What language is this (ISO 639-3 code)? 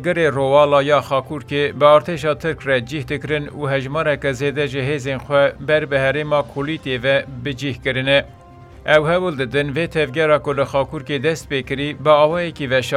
kur